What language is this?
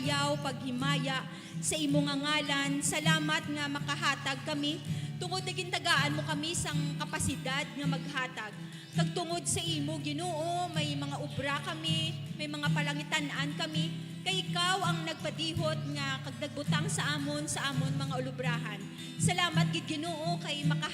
Hiligaynon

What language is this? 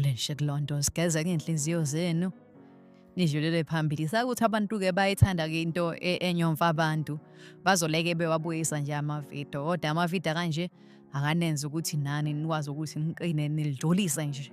Zulu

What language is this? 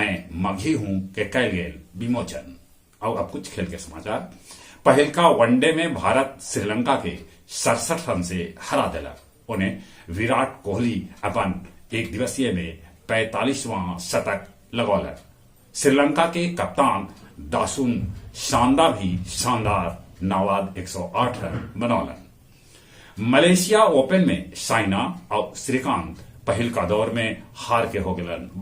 Magahi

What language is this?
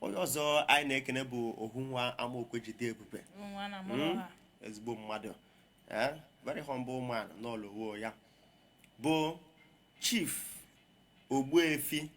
Igbo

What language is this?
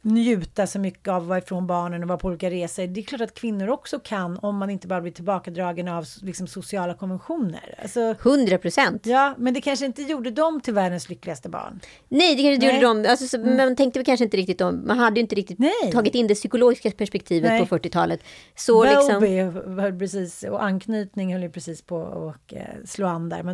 Swedish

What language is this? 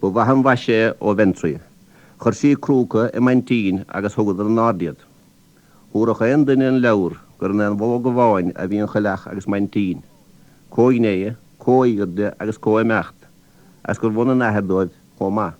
Irish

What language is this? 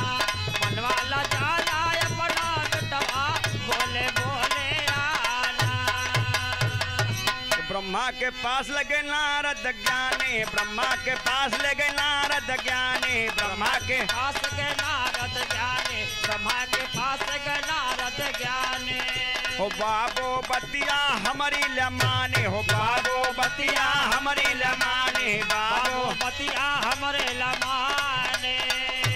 Bhojpuri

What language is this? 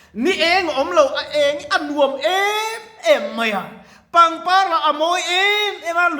Mizo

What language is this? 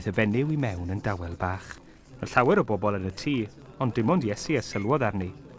Welsh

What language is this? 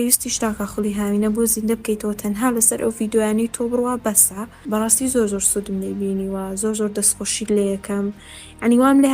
Central Kurdish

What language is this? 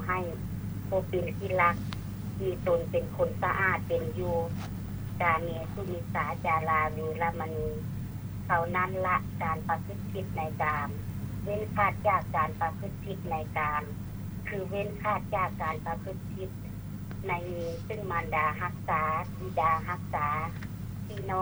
Lao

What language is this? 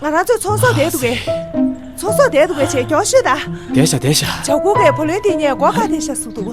Tibetan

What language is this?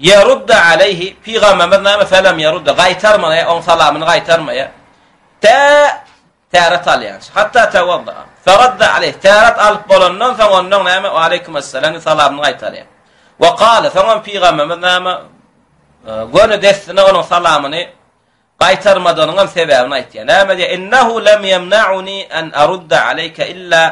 Turkmen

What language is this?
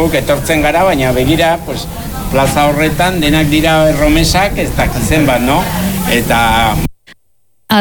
Basque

